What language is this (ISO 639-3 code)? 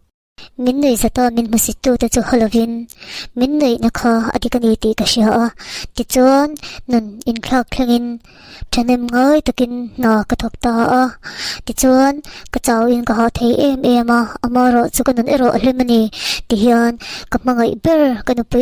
lus